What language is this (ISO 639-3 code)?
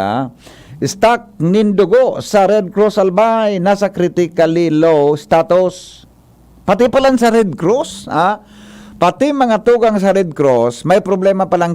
bik